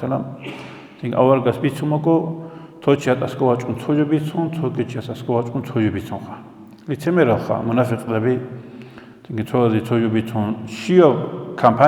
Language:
Avaric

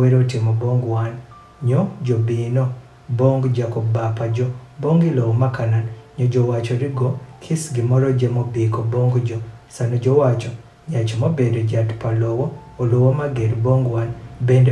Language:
Adhola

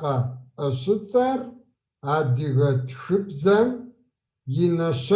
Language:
Kabardian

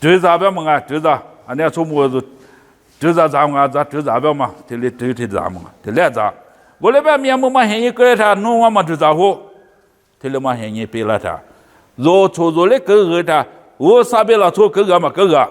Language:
Lisu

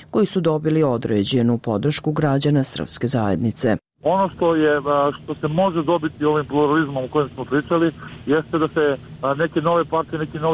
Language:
Croatian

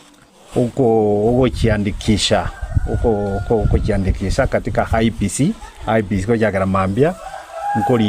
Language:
Gusii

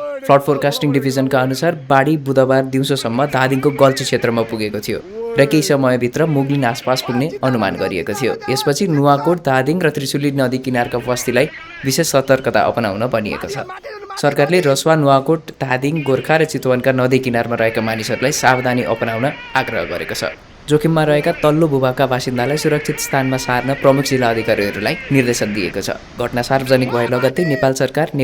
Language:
Nepali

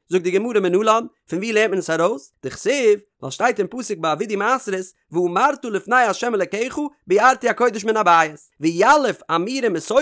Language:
Yiddish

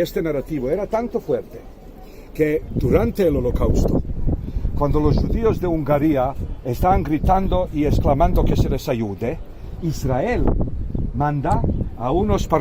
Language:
Ladino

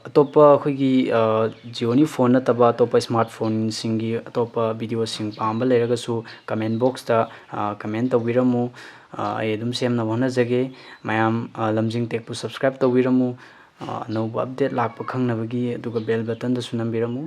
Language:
Manipuri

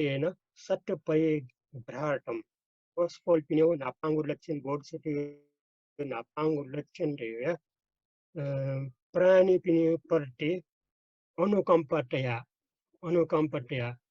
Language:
Newari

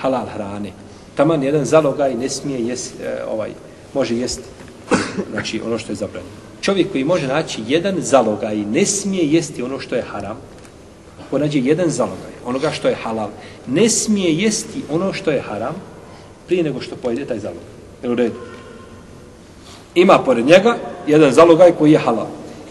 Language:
Bosnian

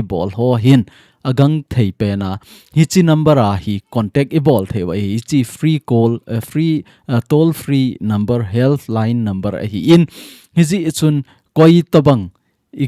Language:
Thado Chin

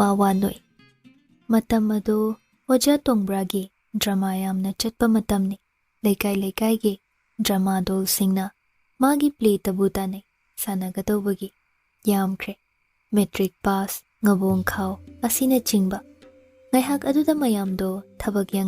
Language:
Manipuri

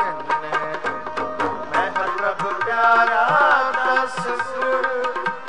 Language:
Punjabi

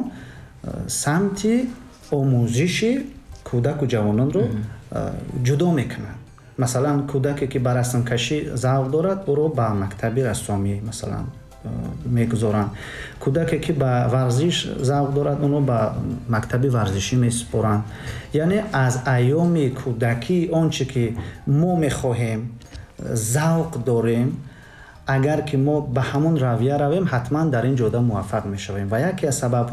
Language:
Tajik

